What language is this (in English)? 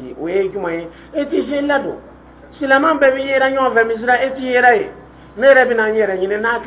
Dyula